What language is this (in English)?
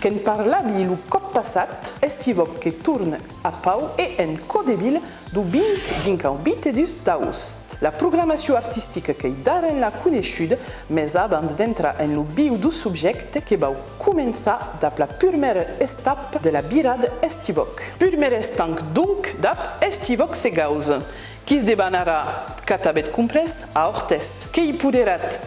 Occitan